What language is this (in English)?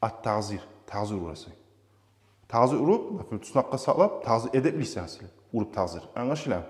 Kumyk